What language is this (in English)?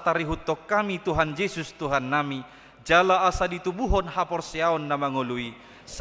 Batak Toba